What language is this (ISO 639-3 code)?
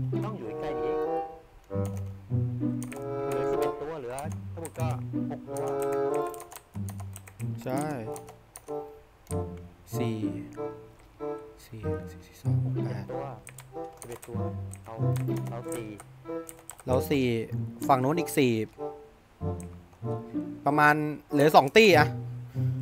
tha